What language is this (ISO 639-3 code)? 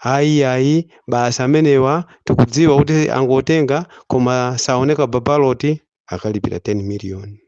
nya